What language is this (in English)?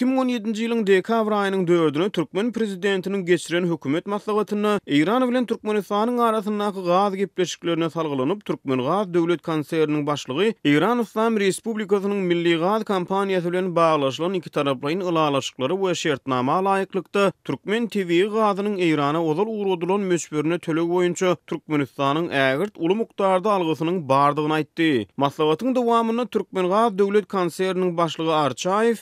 Turkmen